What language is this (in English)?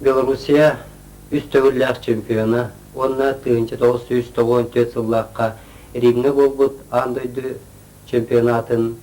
Yakut